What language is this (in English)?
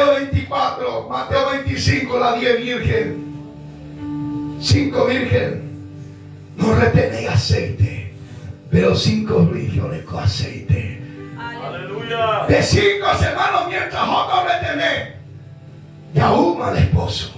Guarani